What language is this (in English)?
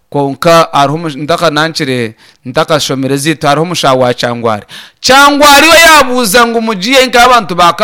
Nyankole